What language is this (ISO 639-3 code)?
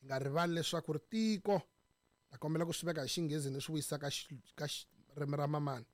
tso